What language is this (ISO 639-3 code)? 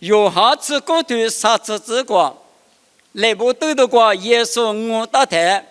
lis